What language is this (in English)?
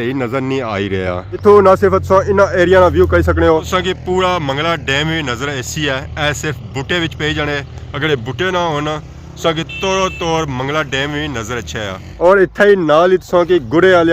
Pahari-Potwari